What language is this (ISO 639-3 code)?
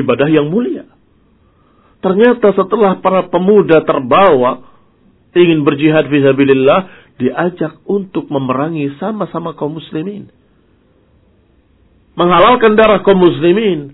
ind